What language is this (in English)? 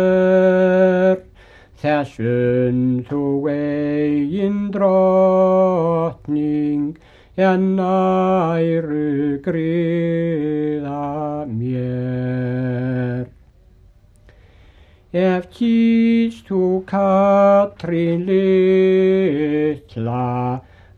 Icelandic